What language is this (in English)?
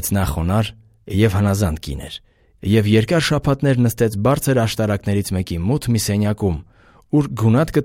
Armenian